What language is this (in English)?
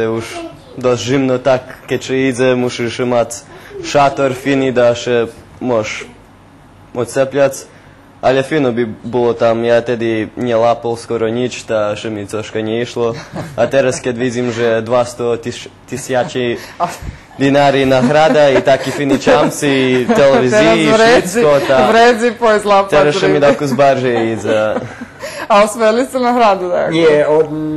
Rusyn